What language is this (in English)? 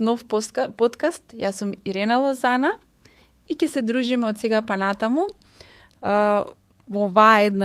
Macedonian